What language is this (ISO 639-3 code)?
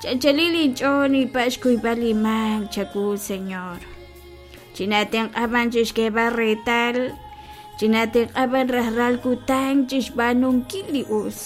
kek